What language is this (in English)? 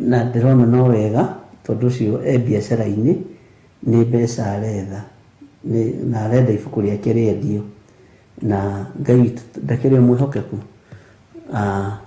Kikuyu